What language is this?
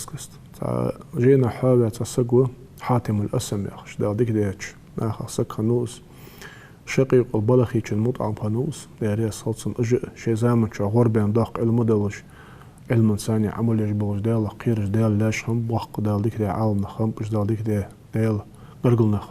Ingush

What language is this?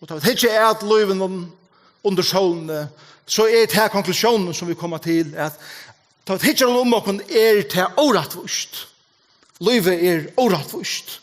Faroese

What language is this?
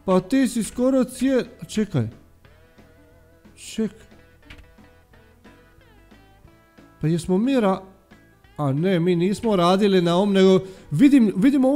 Croatian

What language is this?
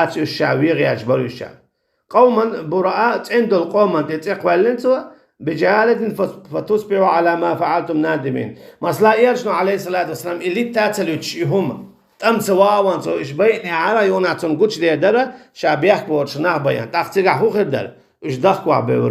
Chechen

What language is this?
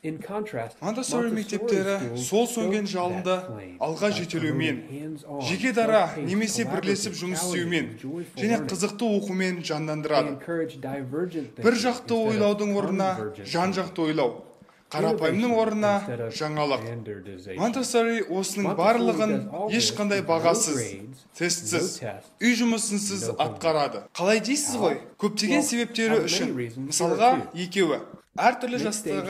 Kazakh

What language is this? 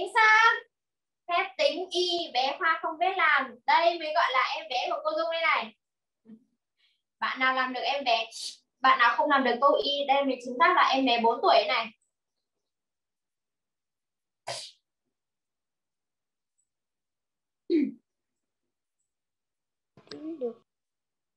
Vietnamese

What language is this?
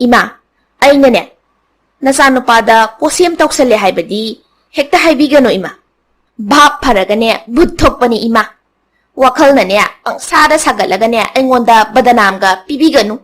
Manipuri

